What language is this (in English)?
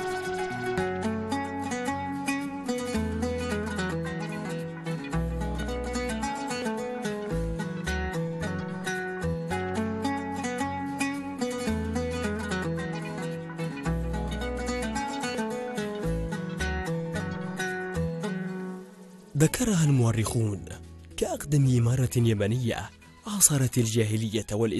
Arabic